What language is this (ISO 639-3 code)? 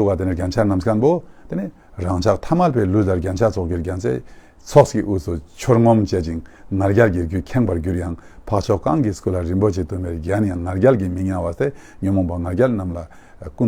bod